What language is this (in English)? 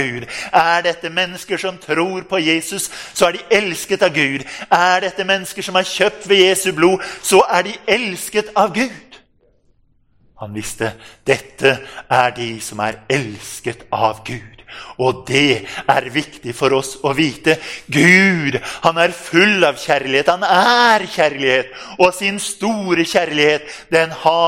Norwegian